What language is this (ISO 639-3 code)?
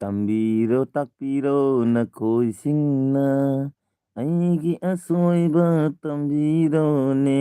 mni